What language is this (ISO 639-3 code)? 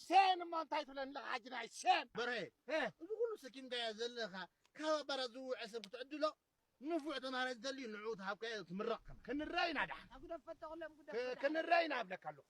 tir